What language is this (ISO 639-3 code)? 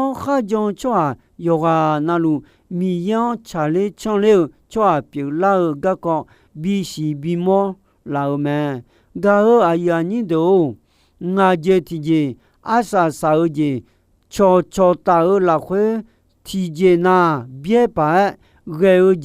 ahk